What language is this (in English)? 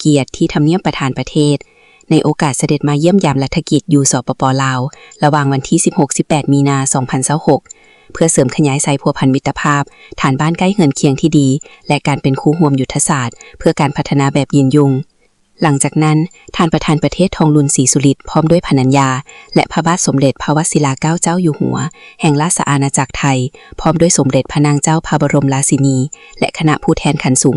Lao